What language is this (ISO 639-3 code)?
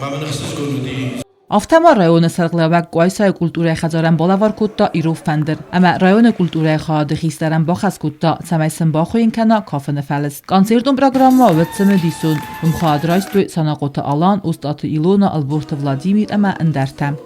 oss